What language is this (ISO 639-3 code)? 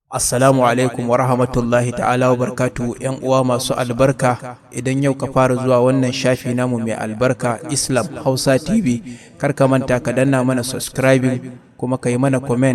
hau